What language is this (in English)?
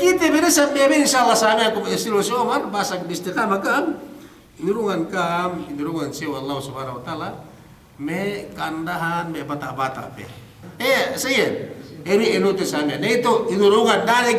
Yakan